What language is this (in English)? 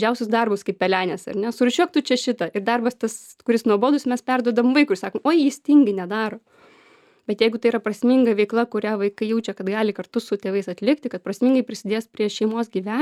Lithuanian